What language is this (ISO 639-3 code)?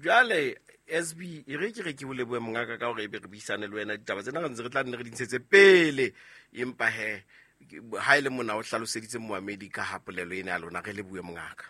sot